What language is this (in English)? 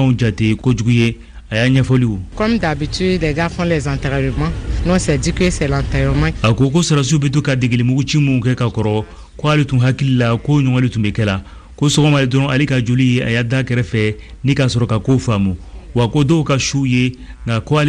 Bambara